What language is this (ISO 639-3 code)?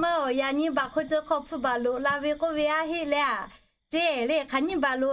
lhu